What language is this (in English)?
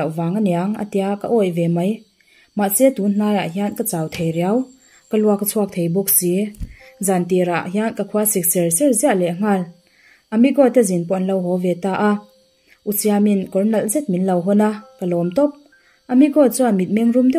Mizo